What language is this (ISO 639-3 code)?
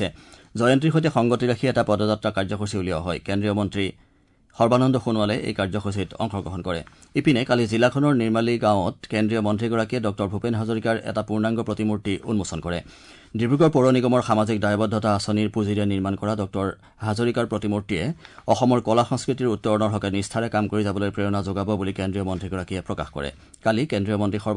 asm